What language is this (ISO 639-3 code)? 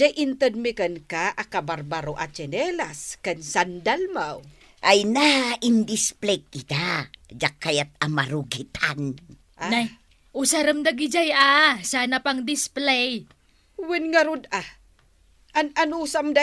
ilo